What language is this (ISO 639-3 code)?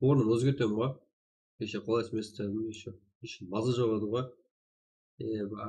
kaa